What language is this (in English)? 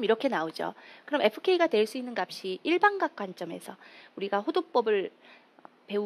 Korean